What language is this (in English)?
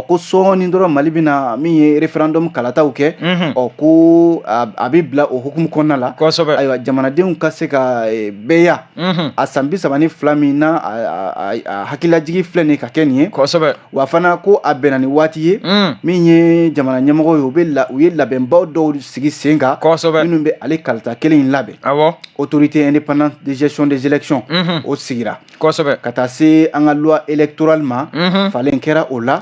Bambara